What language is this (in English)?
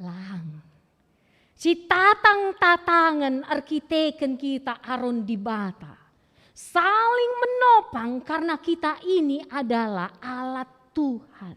Batak Karo